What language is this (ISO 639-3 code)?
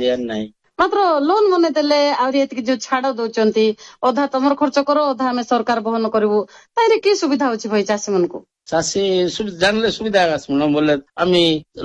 ori